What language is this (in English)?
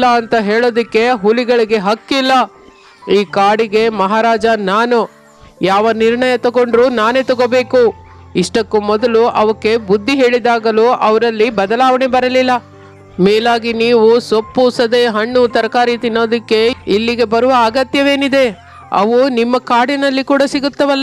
Kannada